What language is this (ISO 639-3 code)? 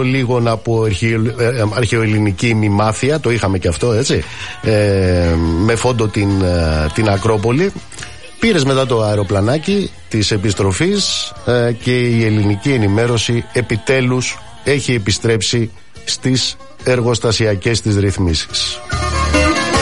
ell